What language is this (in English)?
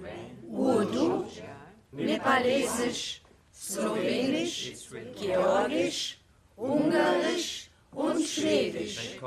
German